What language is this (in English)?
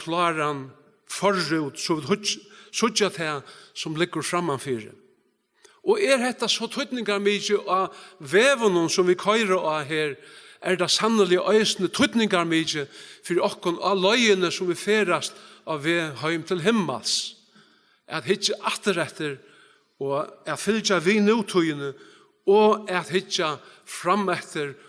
Faroese